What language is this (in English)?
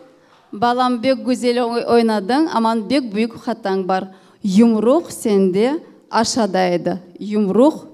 Crimean Tatar